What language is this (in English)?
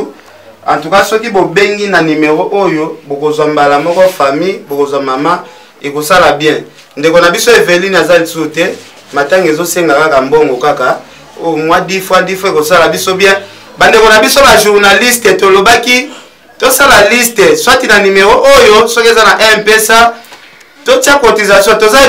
Lingala